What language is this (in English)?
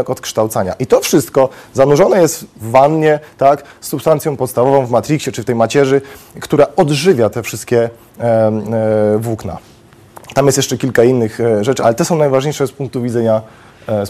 Polish